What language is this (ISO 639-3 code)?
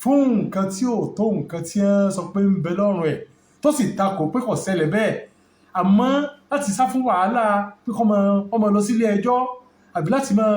yor